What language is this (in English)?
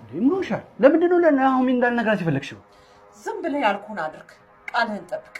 Amharic